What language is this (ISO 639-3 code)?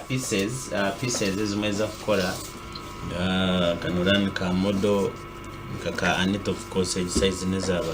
nyn